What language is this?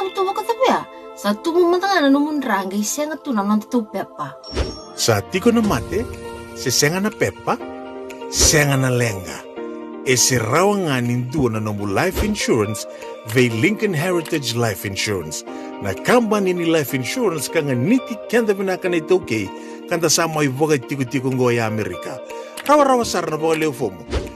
Fijian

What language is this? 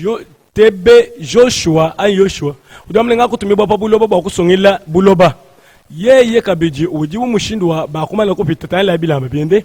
Luba-Lulua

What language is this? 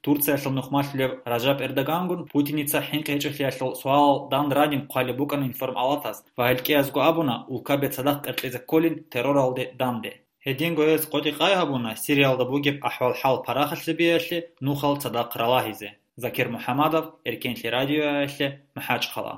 Avaric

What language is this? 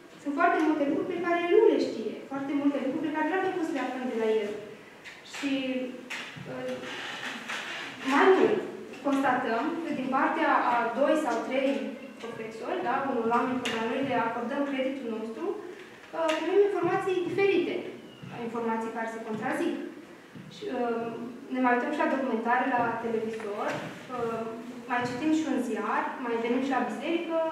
Romanian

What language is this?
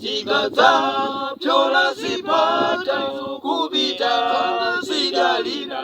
Nyanja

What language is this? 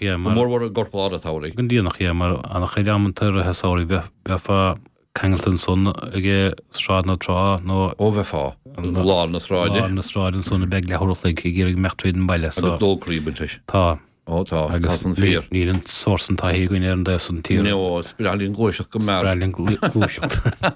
Irish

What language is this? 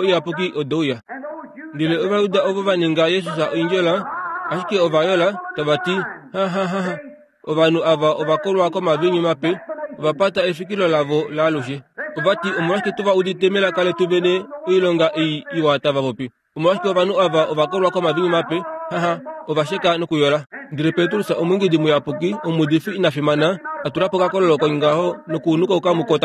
Kuanyama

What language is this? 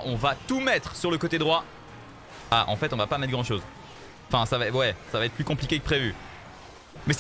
French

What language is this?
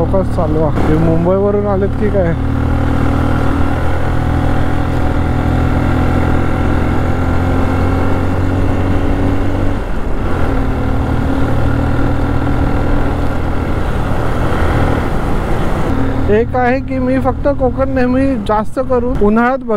Marathi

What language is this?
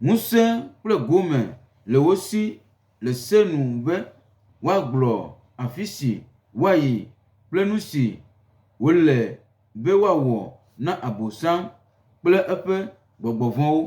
Gen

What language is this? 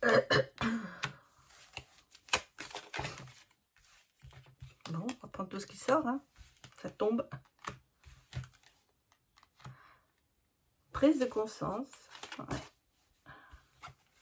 French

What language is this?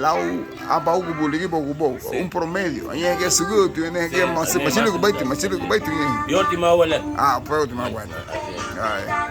Garifuna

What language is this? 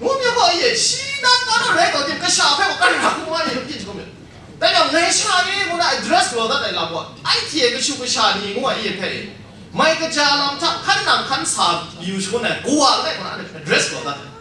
Kachin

